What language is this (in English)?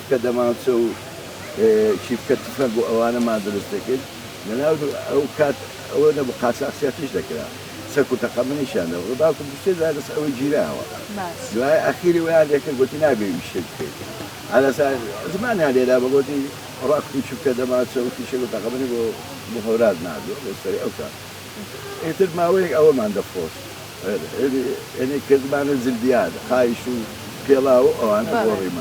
Central Kurdish